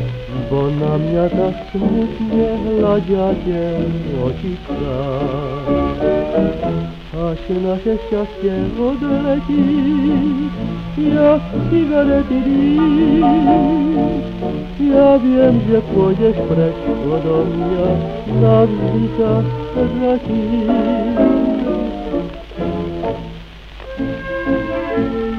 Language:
Slovak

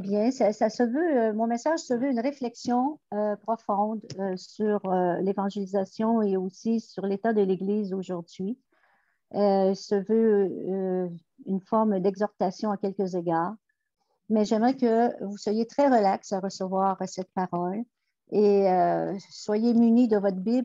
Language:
French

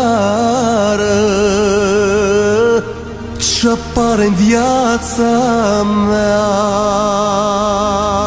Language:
Romanian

